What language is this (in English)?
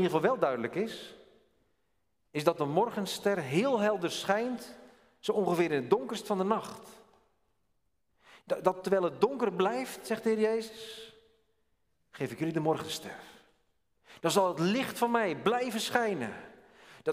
Dutch